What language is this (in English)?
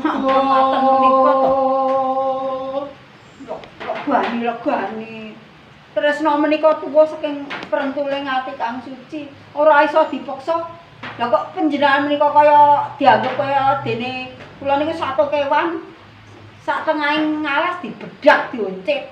Javanese